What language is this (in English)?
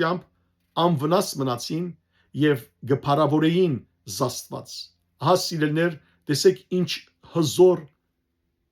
Western Armenian